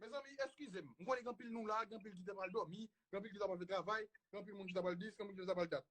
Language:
Haitian Creole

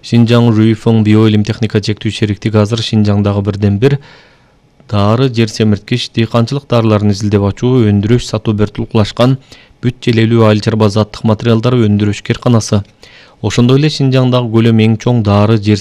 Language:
Kyrgyz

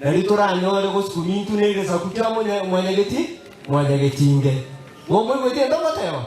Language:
Gusii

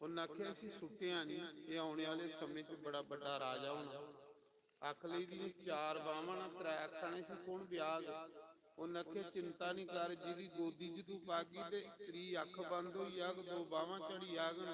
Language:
Dogri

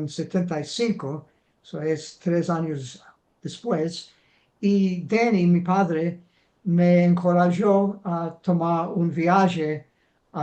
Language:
Ladino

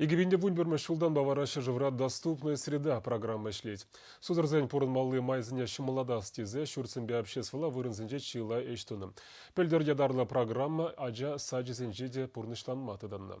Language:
Chuvash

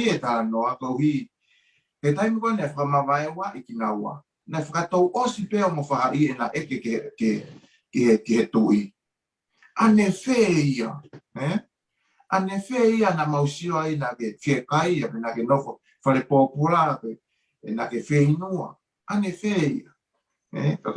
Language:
Tongan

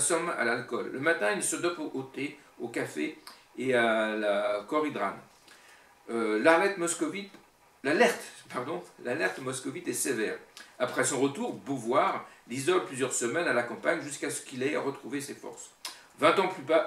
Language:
French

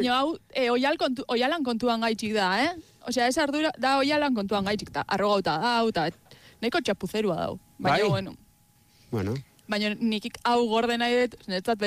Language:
Basque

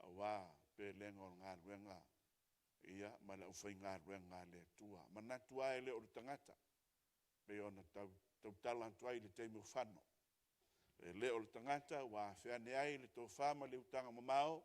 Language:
Samoan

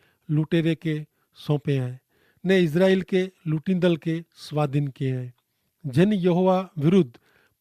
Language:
Kachhi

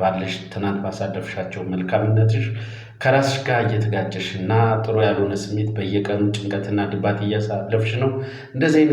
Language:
Amharic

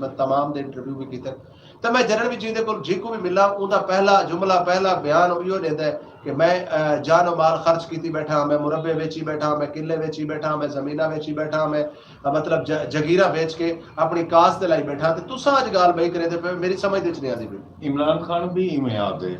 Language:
Saraiki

